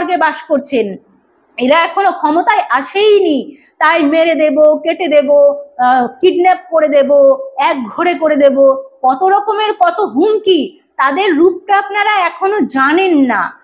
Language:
Bangla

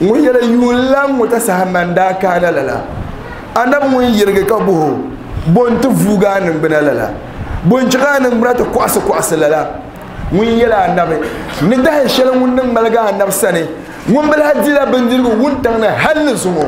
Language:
Dagbani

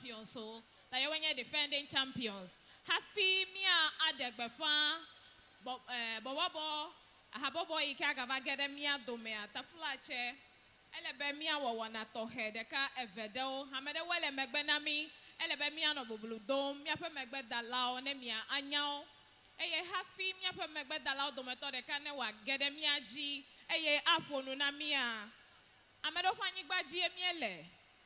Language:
Ewe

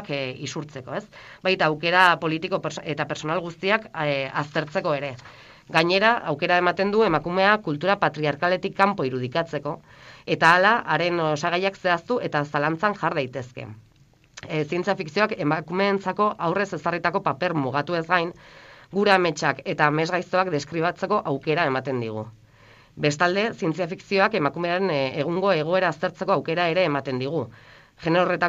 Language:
Basque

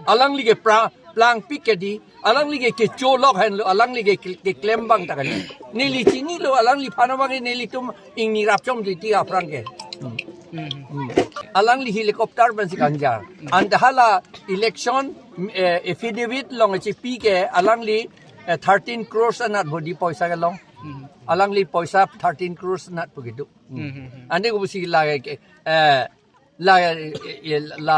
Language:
Karbi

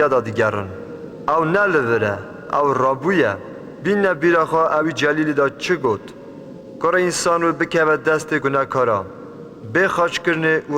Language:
Kurdish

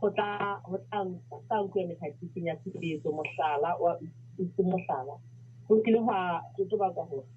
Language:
Southern Sotho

